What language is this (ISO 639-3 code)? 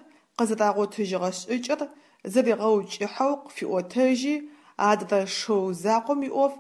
ady